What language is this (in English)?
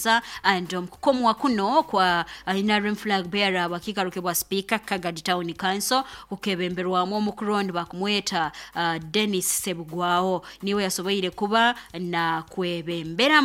Nyoro